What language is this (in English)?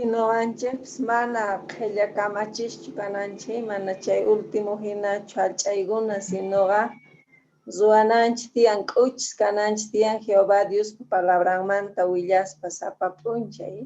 Quechua